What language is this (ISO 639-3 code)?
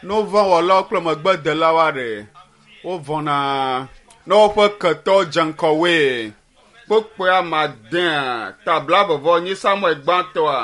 ewe